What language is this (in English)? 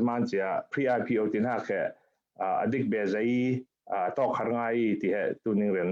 Falam Chin